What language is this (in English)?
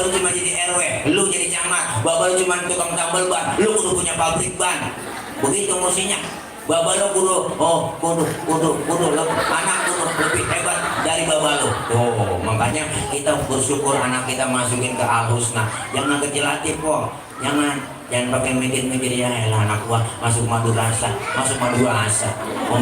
Betawi